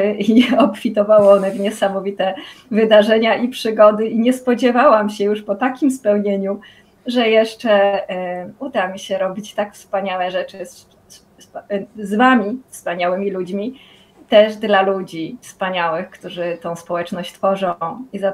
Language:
Polish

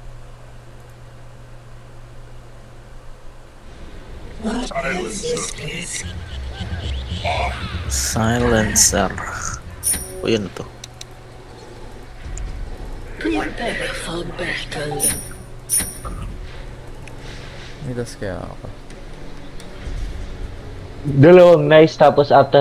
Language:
Filipino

